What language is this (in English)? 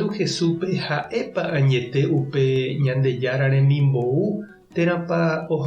Guarani